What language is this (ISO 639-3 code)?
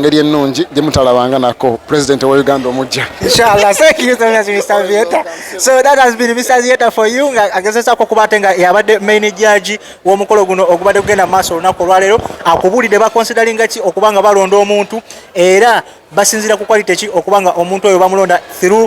lug